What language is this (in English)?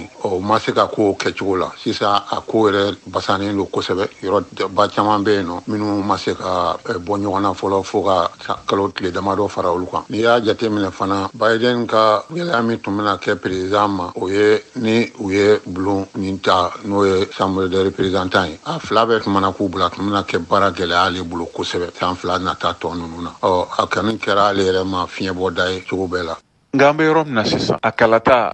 Bambara